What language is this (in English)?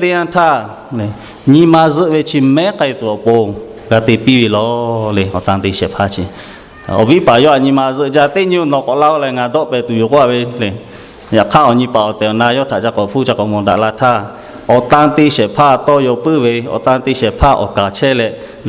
Lahu